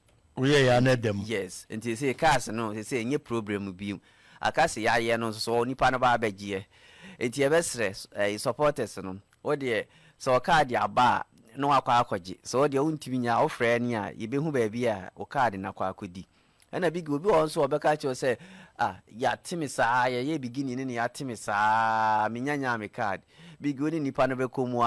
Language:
Akan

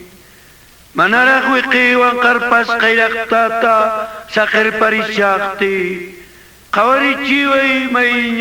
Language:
Quechua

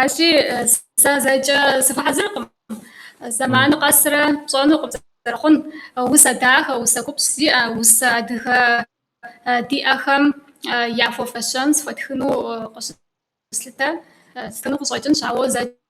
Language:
Kabardian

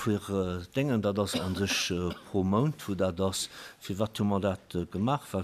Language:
Luxembourgish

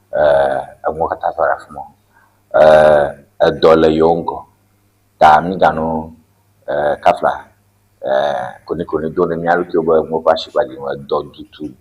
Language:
Ewe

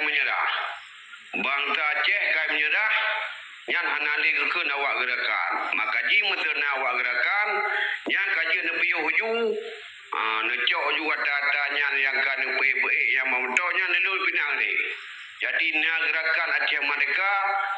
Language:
Achinese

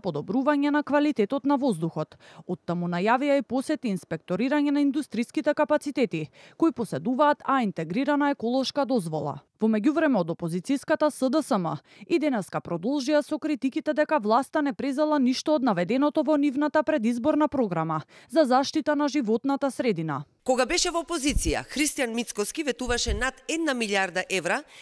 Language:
Macedonian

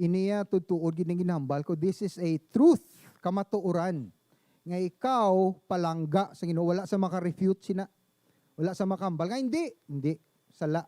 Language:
Hiligaynon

